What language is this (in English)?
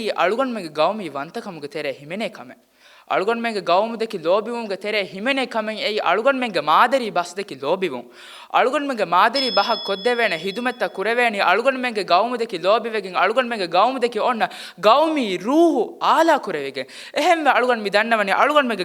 Divehi